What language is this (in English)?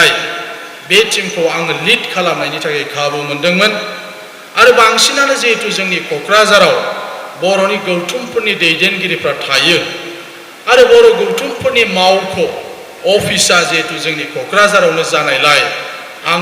Bodo